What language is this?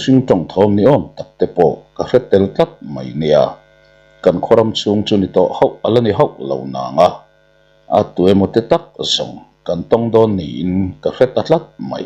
Mizo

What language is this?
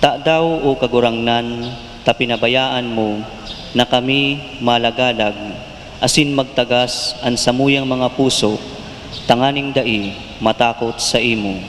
Bikol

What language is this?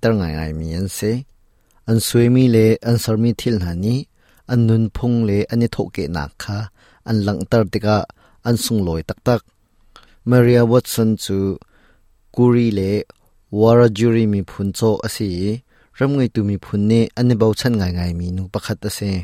Hakha Chin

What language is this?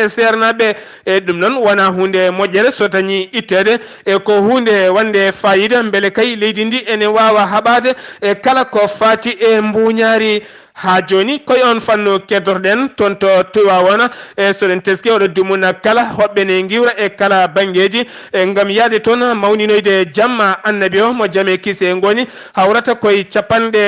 Fula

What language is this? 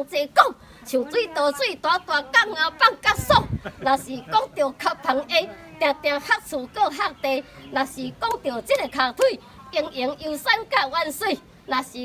Min Nan Chinese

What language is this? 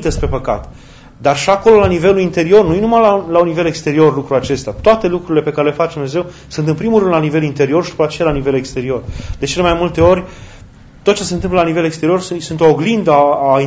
Romanian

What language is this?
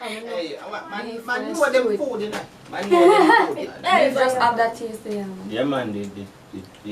Jamaican Creole English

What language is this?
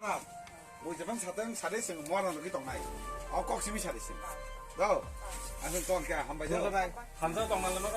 Kok Borok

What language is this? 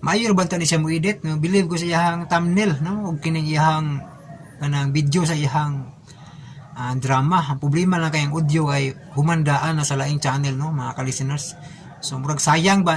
Cebuano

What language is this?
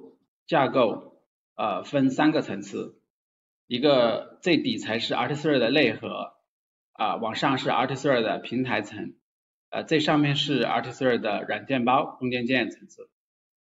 Chinese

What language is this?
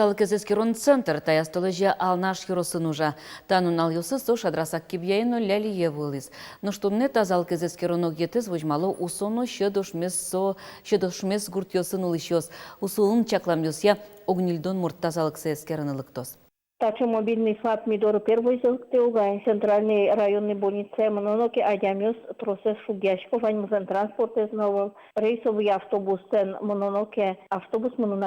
Udmurt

